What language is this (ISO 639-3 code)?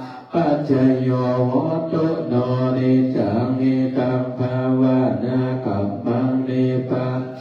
pli